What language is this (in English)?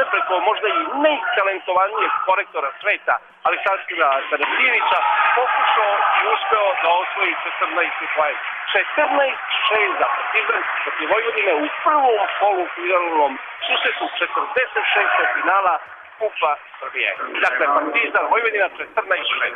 Serbian